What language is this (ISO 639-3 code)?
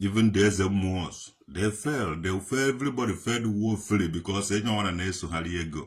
ibo